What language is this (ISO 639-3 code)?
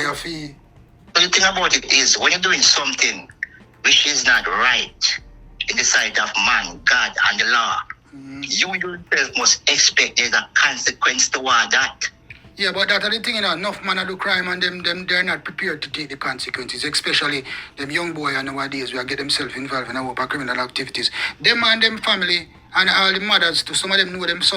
jam